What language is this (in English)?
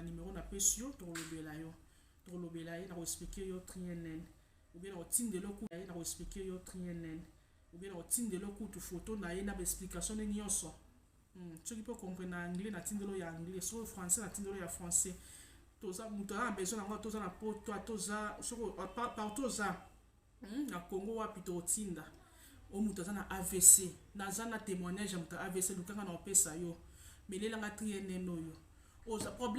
Lingala